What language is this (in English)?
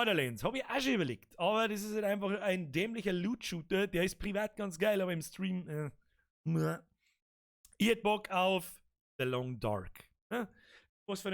Bavarian